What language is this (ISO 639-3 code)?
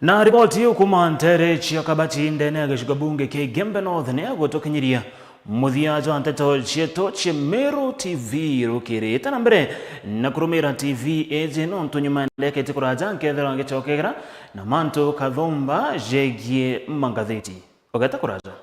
mer